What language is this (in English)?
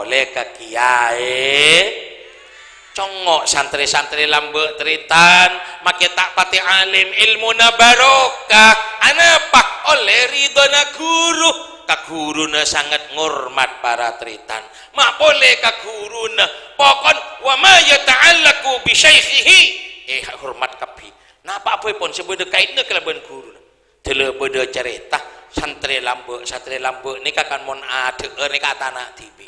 Madurese